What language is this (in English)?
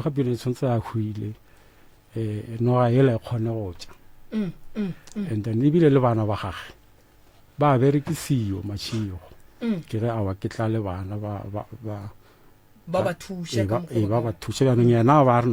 Northern Sotho